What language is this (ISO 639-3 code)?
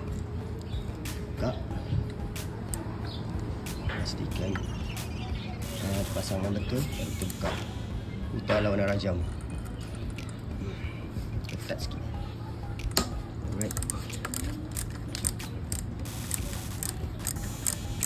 msa